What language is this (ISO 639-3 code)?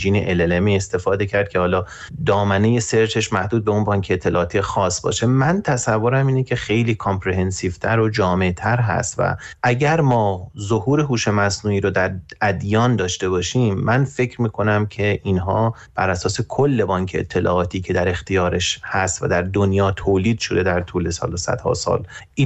fas